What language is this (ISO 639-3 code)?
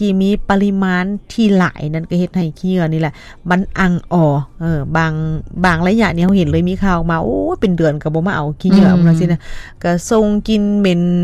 lao